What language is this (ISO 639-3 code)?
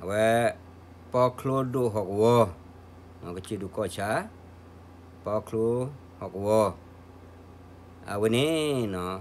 ksw